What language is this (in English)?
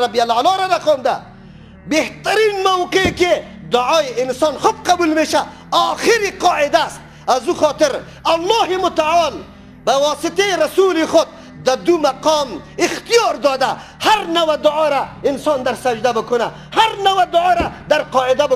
Persian